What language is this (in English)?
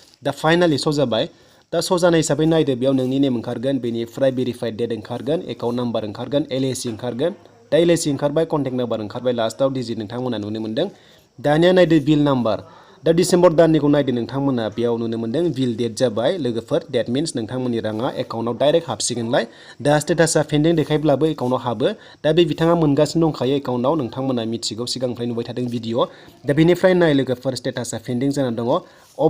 Bodo